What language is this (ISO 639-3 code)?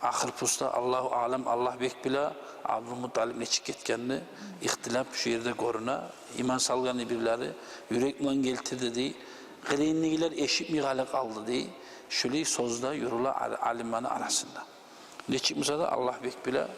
kum